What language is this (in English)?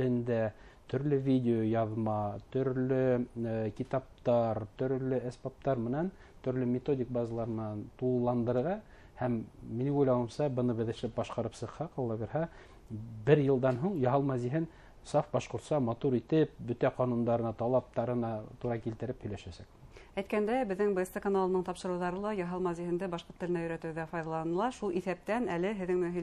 Bashkir